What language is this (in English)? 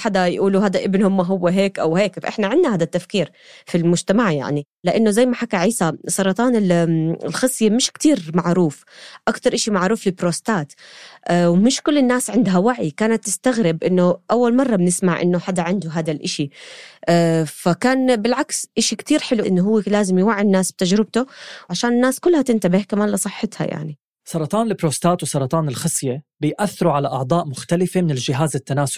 North Levantine Arabic